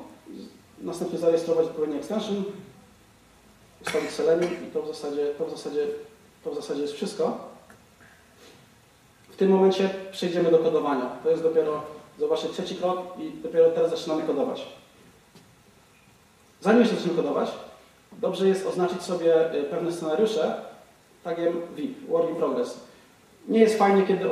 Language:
Polish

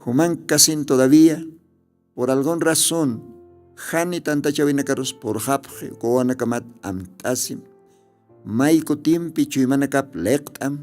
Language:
Aymara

